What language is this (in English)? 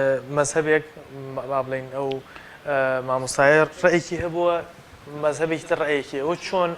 Central Kurdish